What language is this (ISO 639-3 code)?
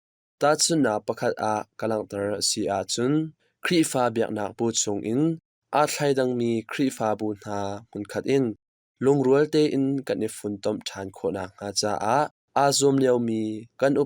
cnh